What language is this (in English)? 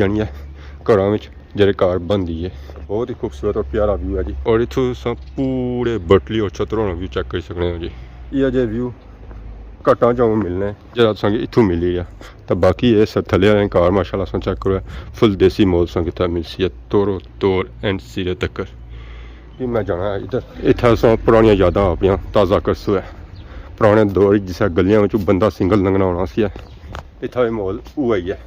Pahari-Potwari